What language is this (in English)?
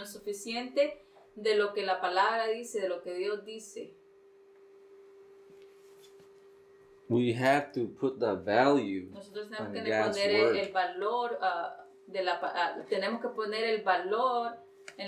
Spanish